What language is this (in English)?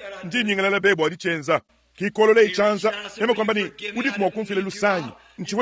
Luba-Lulua